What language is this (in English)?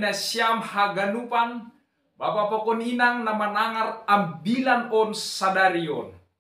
Batak Simalungun